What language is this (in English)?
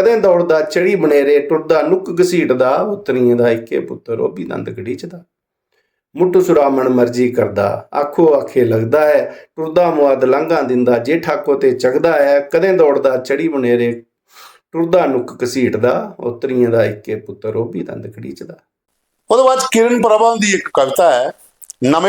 Dogri